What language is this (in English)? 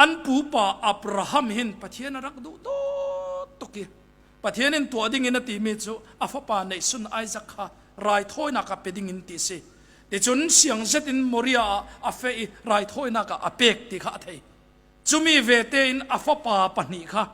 Falam Chin